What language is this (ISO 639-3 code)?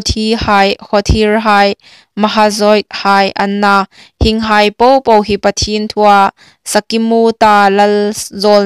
hmr